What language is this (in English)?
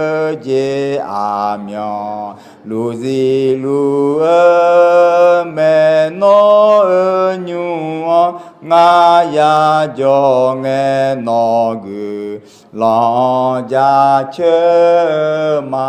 Akha